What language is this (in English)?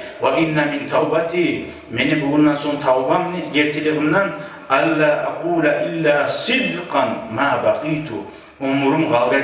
Kumyk